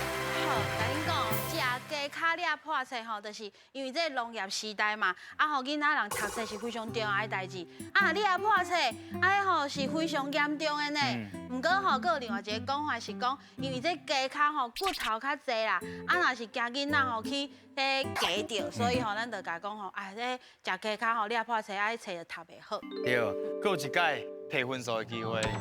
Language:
Min Nan Chinese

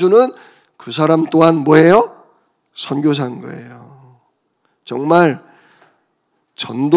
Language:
Korean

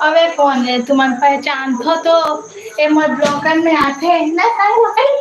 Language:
Chhattisgarhi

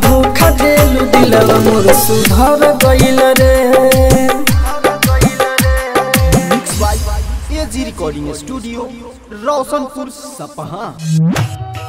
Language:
Bhojpuri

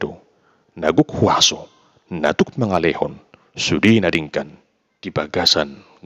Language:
Batak Toba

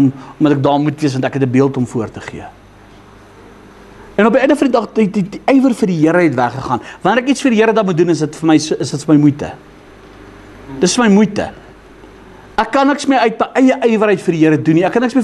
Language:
Afrikaans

